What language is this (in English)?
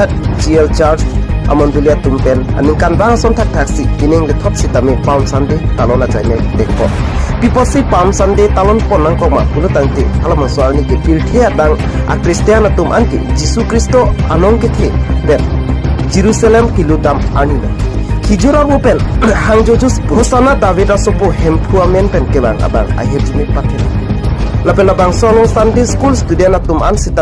Karbi